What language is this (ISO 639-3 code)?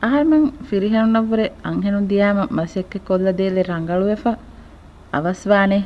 div